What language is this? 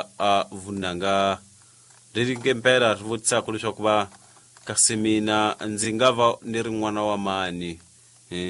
Tsonga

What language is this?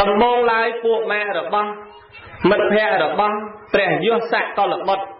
Khmer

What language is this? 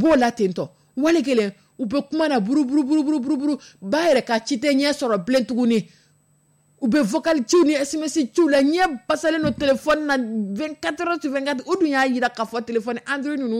Dyula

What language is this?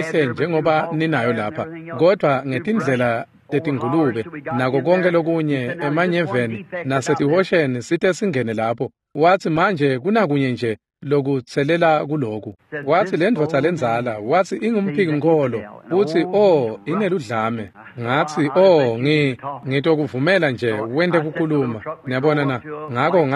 Swati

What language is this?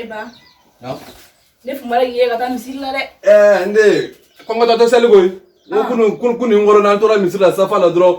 Bambara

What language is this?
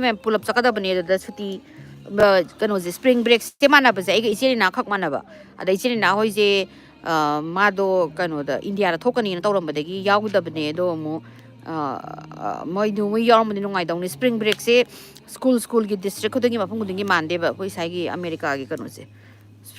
Manipuri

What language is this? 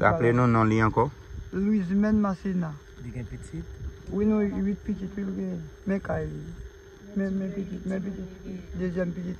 Haitian Creole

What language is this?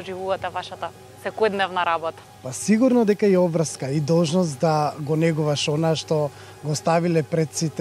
Macedonian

